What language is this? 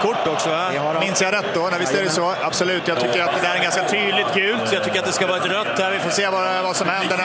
Swedish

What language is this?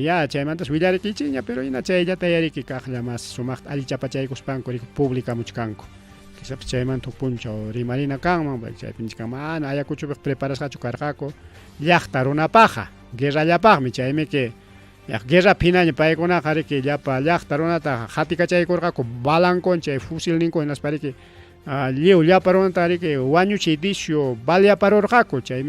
Ayacucho Quechua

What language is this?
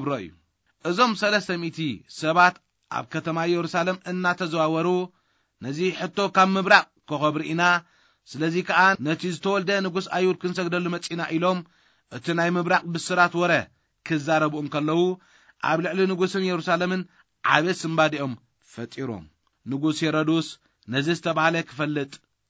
Tigrinya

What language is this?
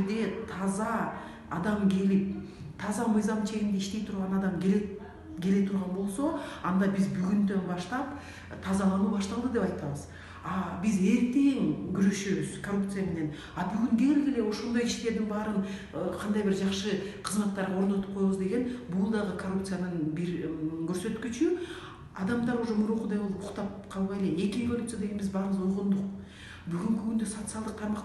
Kyrgyz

